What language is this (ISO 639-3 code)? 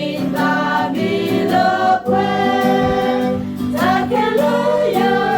ksw